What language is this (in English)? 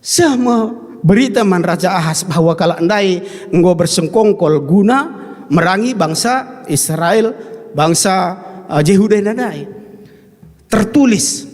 Batak Karo